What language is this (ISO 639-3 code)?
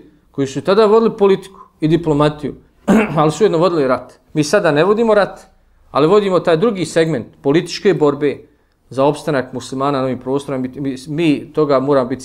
bos